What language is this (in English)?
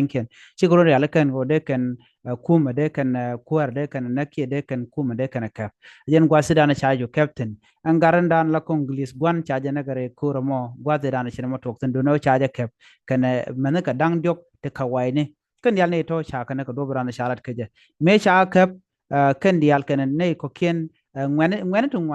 Nuer